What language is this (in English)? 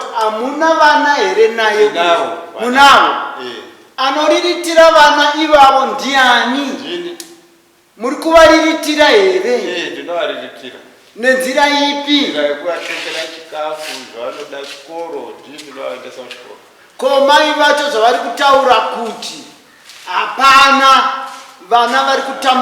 Shona